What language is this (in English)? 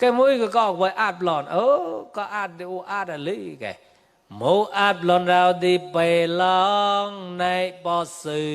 Mon